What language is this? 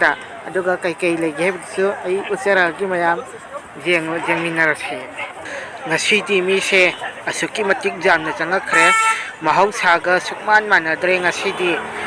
Manipuri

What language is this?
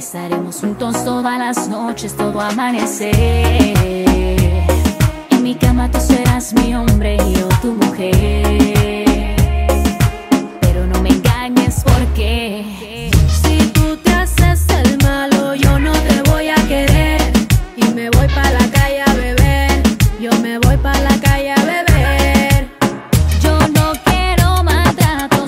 Spanish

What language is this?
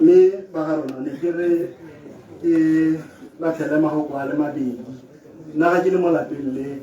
Tswana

